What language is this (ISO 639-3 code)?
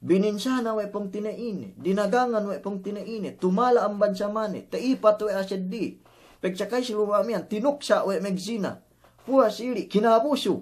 yka